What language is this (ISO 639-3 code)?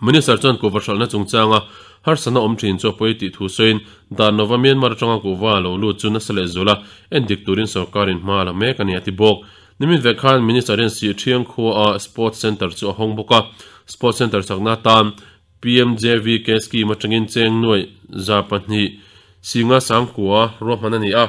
lus